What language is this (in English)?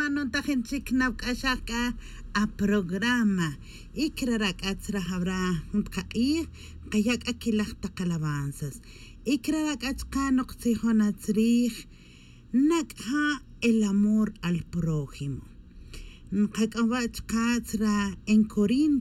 Tz'utujil